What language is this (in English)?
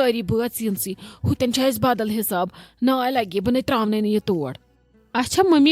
Kashmiri